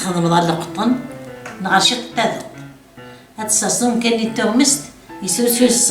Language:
Kabyle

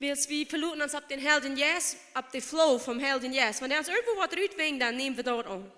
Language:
Plautdietsch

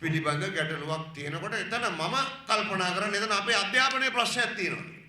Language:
Sinhala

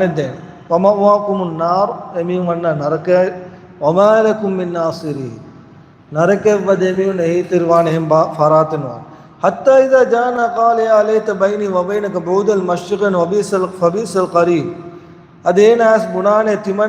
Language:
Divehi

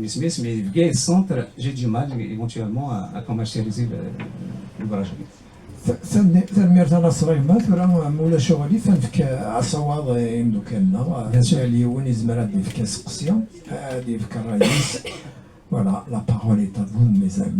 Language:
Kabyle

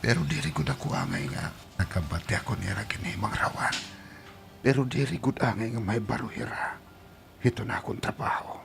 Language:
Waray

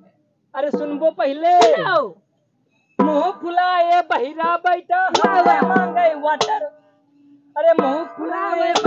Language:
Awadhi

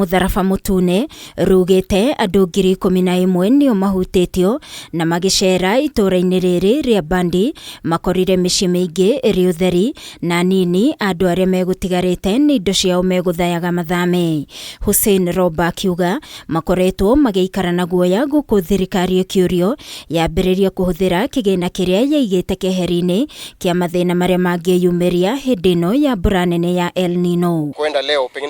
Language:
Kikuyu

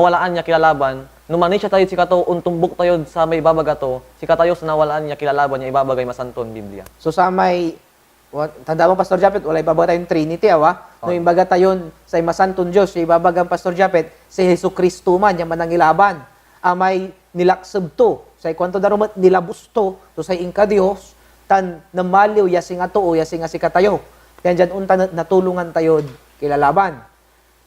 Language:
Pangasinan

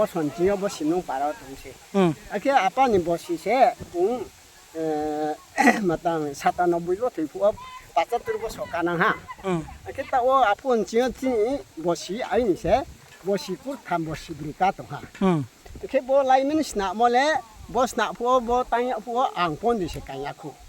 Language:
Riang (India)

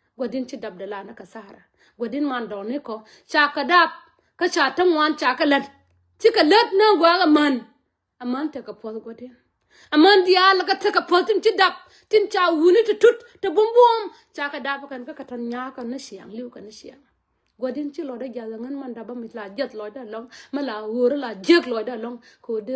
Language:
Nuer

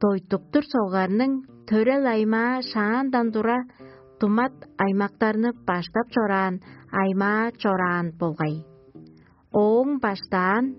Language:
Tuvinian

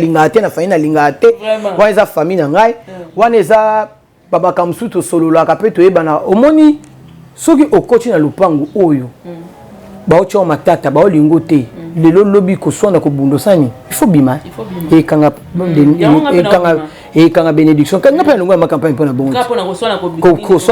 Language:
Lingala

